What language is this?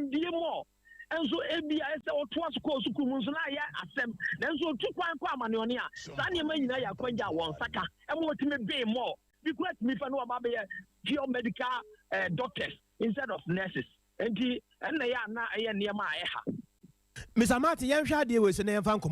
Akan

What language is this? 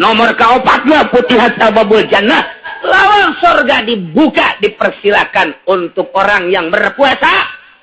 Sundanese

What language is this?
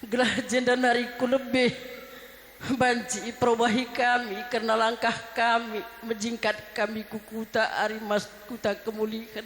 Batak Karo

